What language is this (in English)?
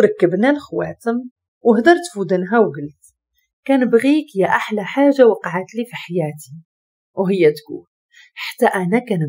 Moroccan Arabic